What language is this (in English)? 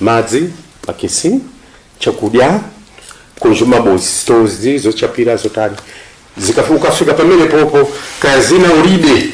Nyanja